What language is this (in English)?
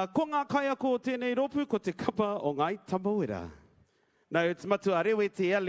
Māori